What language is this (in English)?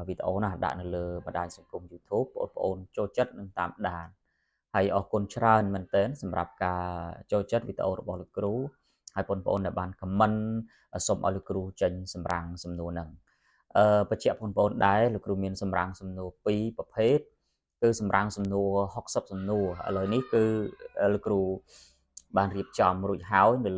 Khmer